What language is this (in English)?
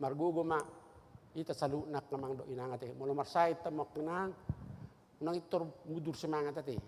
Batak Toba